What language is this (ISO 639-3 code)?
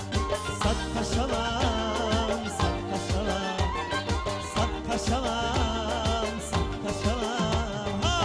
tgk